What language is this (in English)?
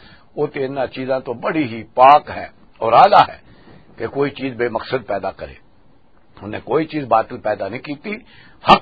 Western Panjabi